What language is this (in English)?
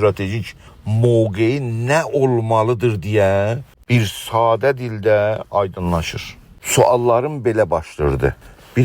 South Azerbaijani